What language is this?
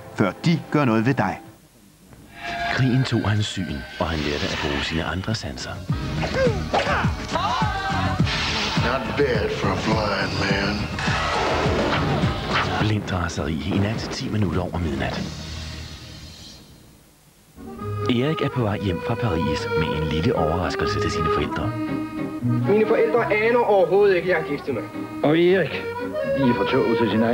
Danish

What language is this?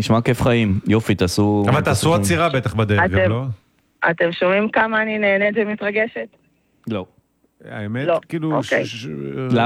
Hebrew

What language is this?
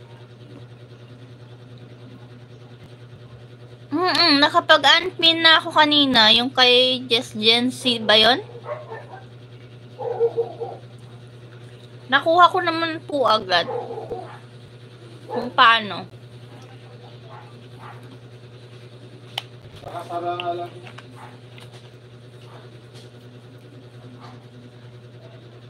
Filipino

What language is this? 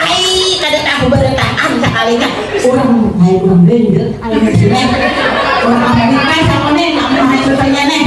Banjar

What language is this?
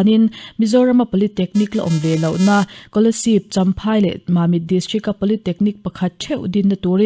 Mizo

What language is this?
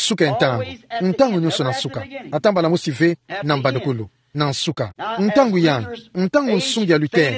Kituba (Democratic Republic of Congo)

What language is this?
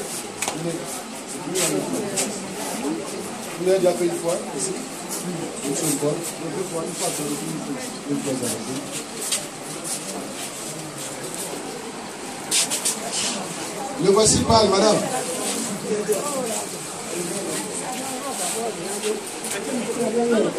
French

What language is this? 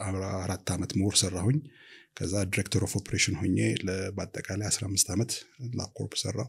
Amharic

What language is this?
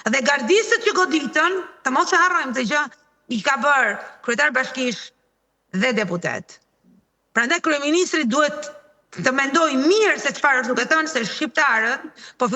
Albanian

